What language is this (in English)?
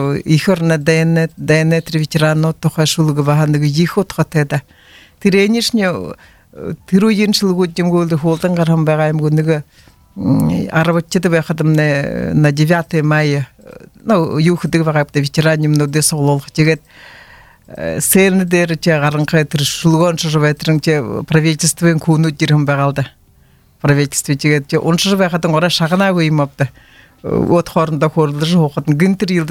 Buriat